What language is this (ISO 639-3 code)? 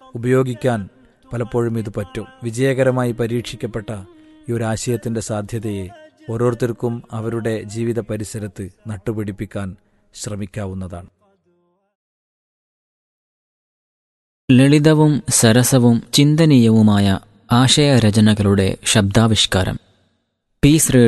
mal